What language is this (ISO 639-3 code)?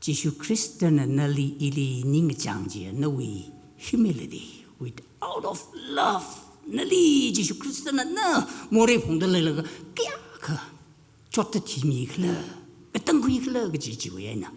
nmf